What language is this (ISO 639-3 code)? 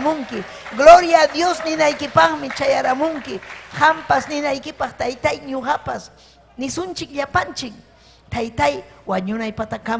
quy